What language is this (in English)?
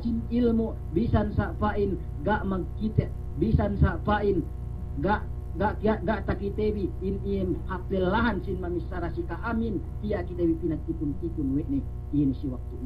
Yakan